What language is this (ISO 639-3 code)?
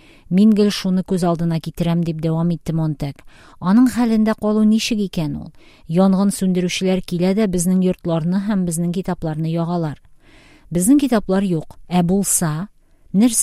tat